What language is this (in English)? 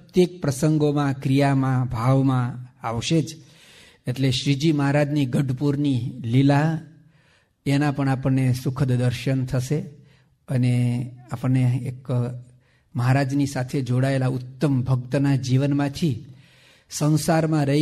Gujarati